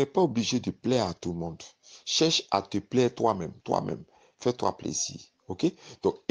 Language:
French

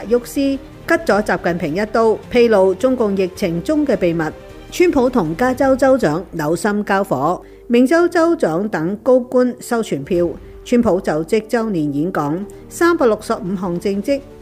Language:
Cantonese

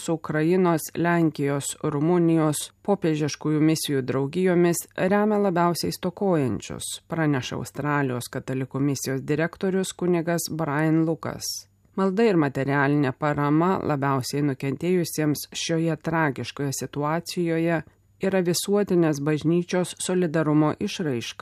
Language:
Lithuanian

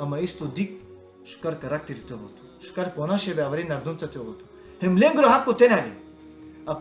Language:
Balkan Romani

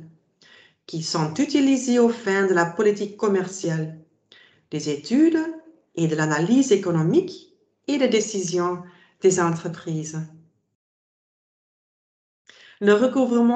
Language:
French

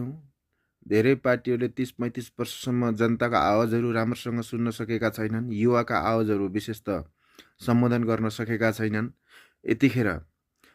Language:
Nepali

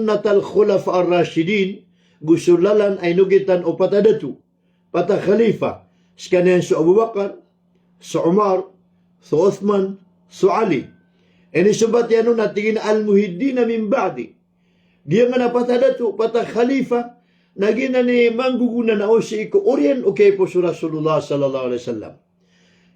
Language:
Maranao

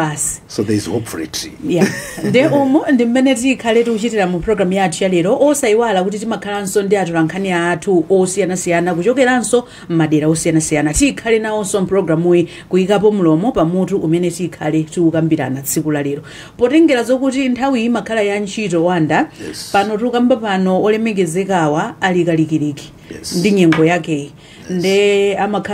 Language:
Nyanja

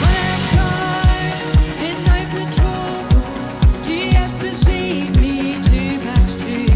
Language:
Plautdietsch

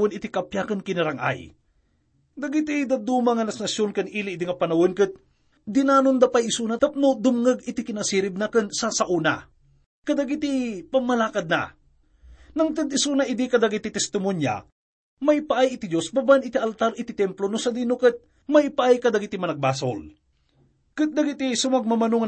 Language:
Iloko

